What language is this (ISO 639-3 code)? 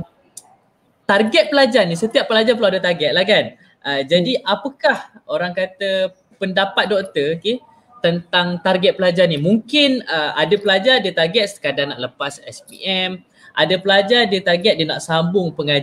msa